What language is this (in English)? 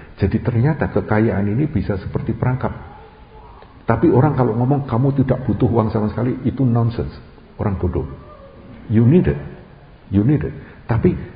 Indonesian